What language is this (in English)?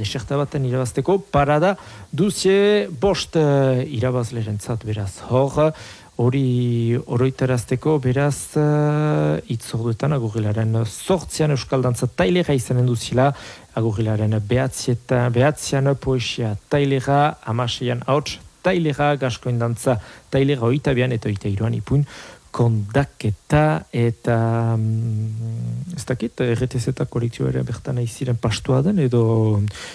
Basque